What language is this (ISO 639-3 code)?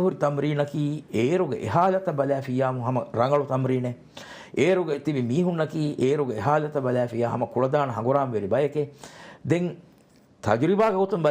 div